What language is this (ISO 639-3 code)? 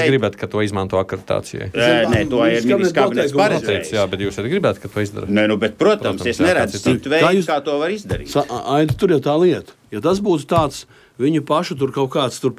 lav